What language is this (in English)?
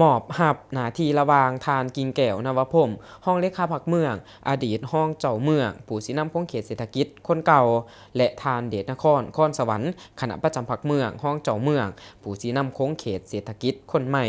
Lao